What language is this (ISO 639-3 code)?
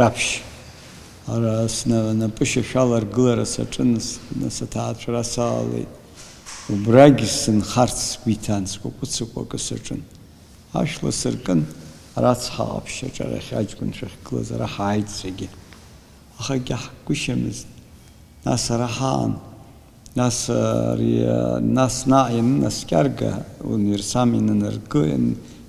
abk